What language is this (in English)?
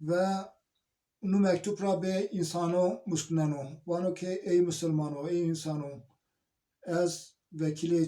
Zaza